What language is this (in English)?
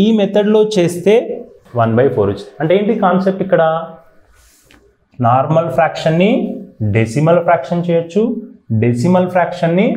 Telugu